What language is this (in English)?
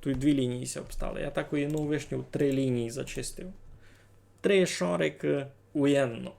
Rusyn